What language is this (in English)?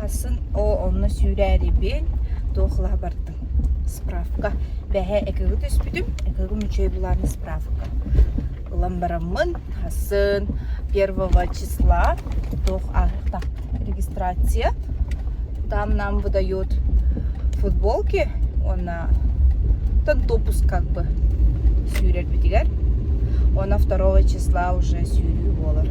Yakut